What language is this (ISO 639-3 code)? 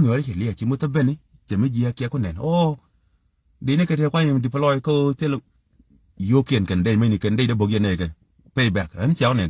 nus